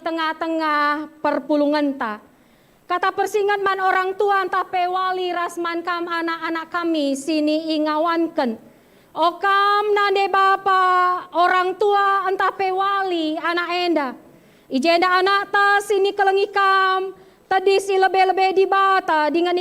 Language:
Batak Karo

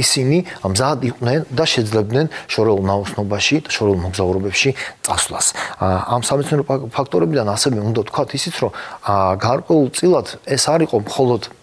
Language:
Georgian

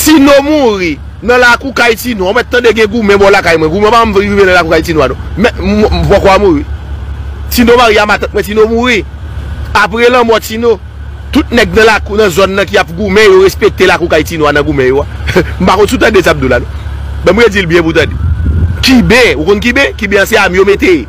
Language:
Haitian Creole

